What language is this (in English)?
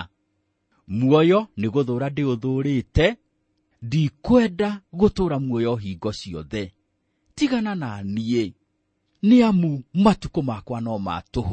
Kikuyu